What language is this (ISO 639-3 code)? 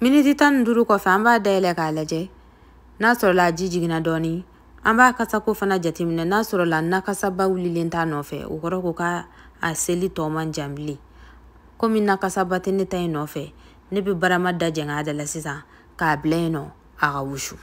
bam